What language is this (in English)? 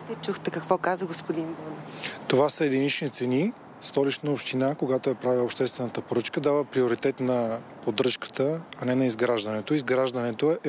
Bulgarian